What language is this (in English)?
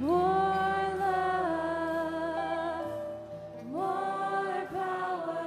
Faroese